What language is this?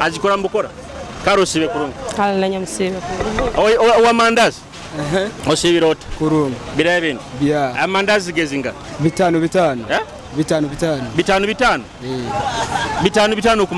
Nyoro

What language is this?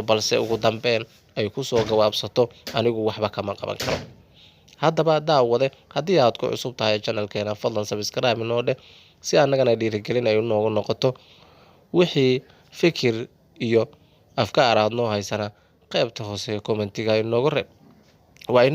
Somali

